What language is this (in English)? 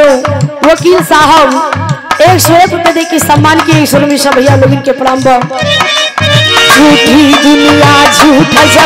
Bhojpuri